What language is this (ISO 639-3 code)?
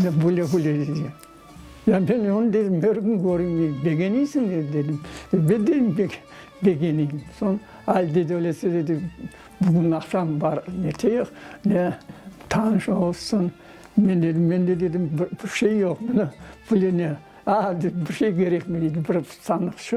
crh